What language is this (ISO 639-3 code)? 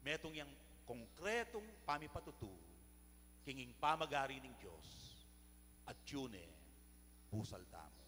pam